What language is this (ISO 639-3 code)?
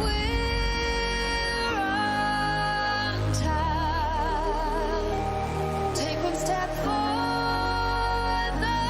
kaa